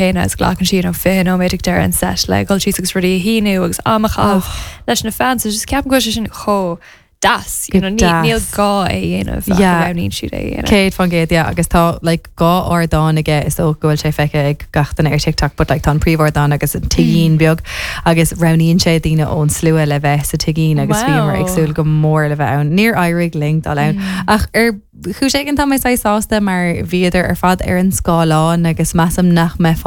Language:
Irish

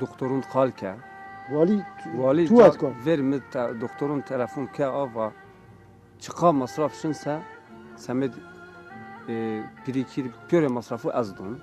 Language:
Zaza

